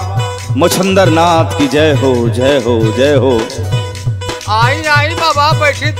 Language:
Bhojpuri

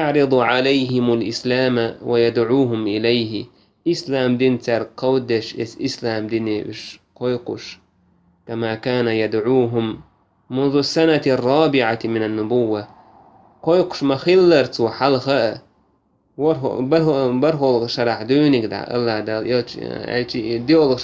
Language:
Chechen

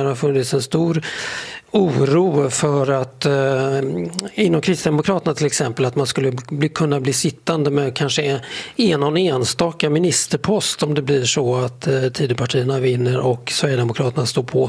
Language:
Swedish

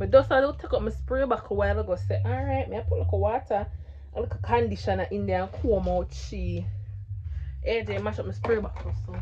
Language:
Jamaican Creole English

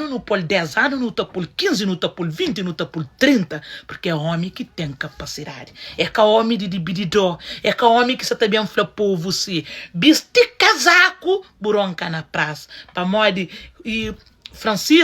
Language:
Kabuverdianu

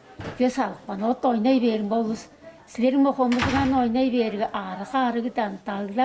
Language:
Tuvinian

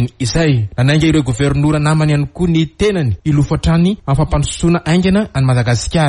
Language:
Malagasy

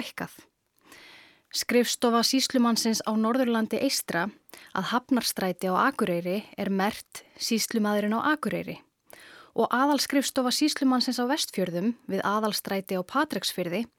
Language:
Icelandic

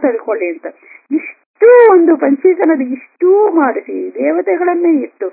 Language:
Kannada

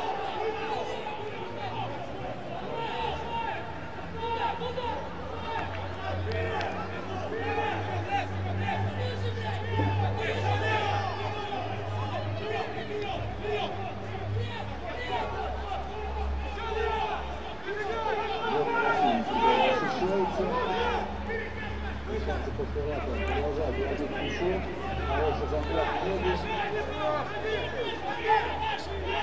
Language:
Russian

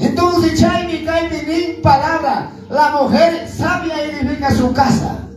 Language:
Quechua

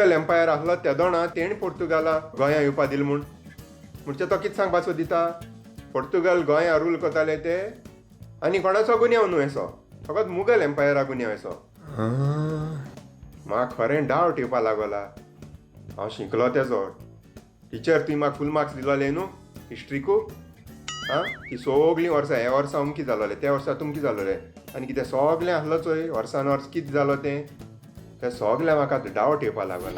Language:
Konkani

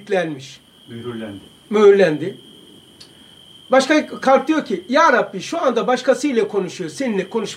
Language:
Turkish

